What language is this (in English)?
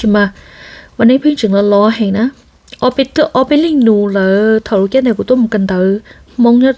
Hmong